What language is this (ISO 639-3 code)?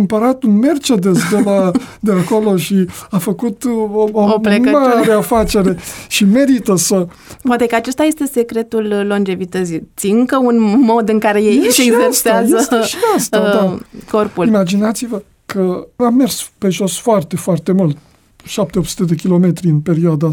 ron